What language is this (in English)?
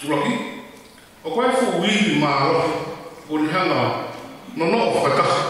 Tongan